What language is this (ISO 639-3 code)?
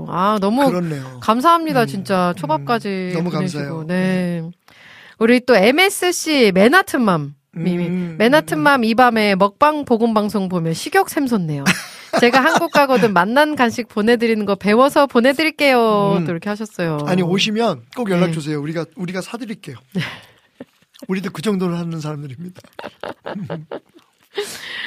kor